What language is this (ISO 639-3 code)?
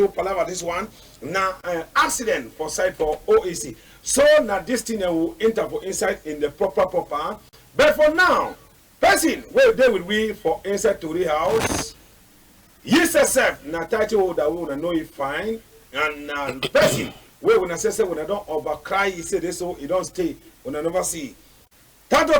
wes